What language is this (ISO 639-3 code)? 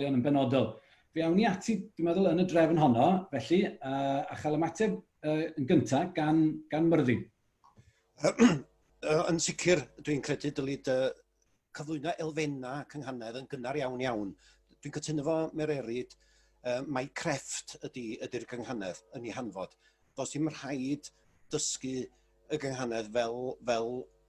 cym